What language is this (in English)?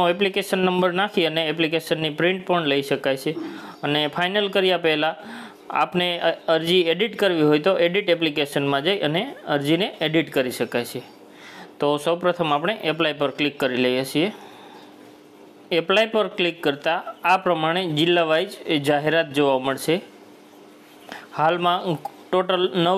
Gujarati